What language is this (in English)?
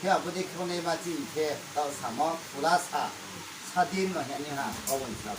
Riang (India)